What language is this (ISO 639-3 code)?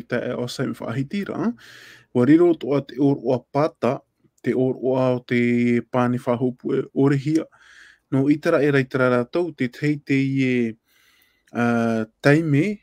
tah